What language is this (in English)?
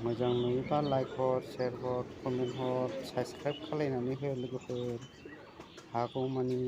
Bodo